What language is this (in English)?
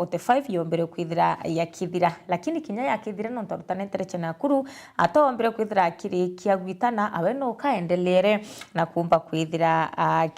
Meru